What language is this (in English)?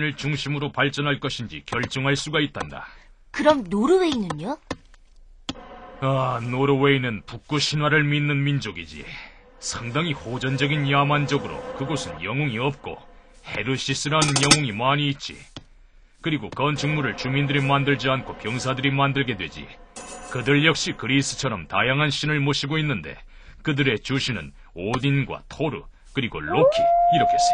Korean